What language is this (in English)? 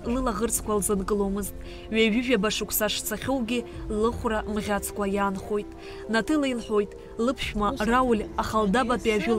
Abkhazian